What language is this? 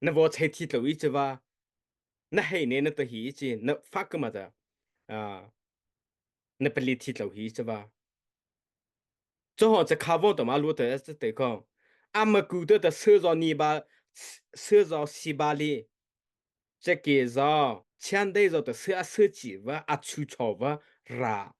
Mara Chin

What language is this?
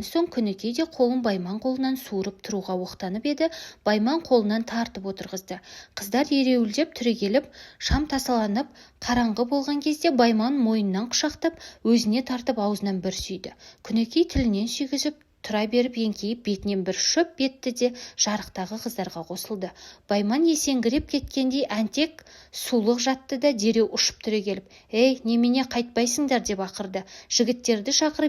Kazakh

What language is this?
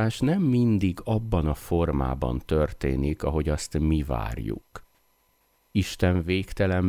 Hungarian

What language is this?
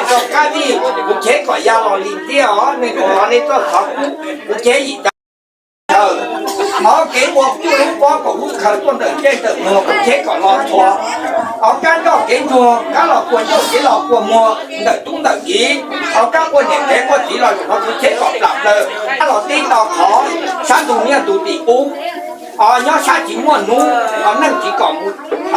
Hmong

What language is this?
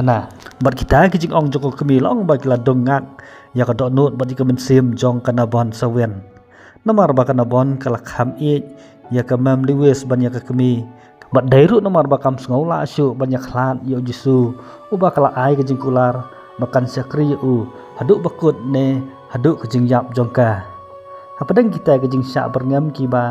Khasi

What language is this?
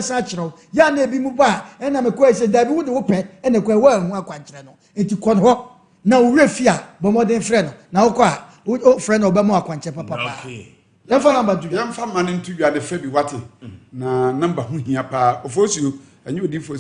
Akan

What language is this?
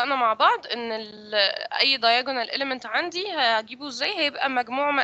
Egyptian Arabic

